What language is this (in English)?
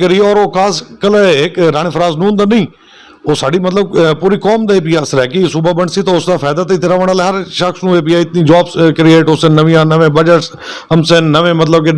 Saraiki